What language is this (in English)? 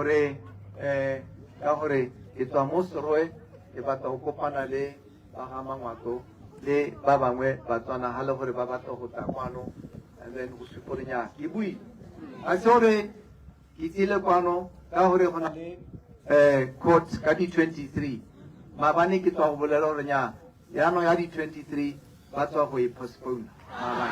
Tswana